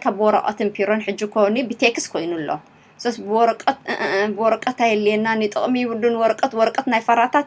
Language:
Tigrinya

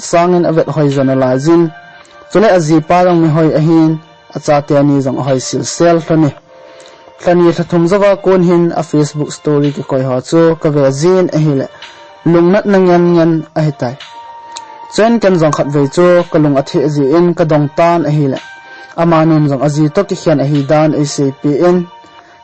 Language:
Thado Chin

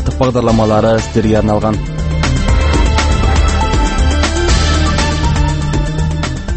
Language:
Kazakh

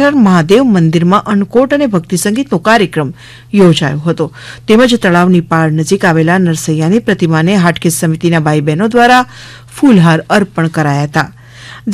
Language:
Gujarati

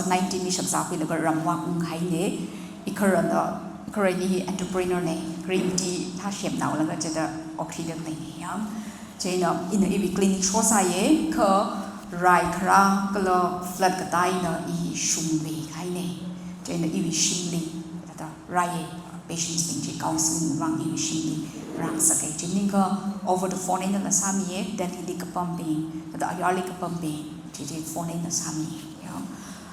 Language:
Tangkhul Naga (India)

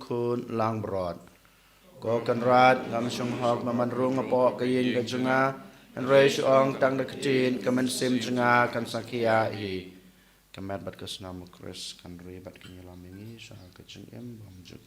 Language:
Khasi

